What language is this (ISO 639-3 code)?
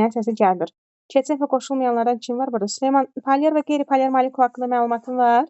aze